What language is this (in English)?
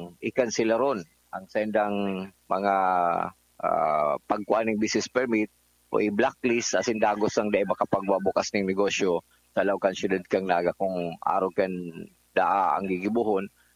Bikol